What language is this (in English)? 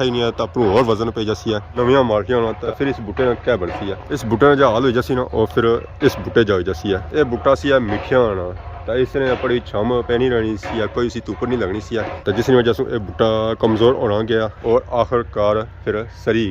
Pahari-Potwari